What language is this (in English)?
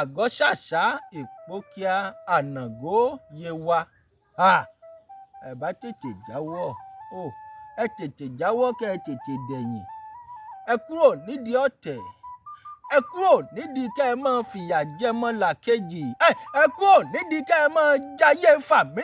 Yoruba